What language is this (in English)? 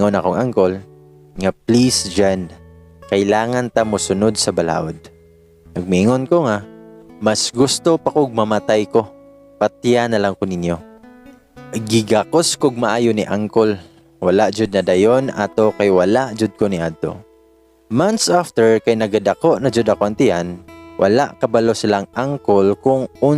Cebuano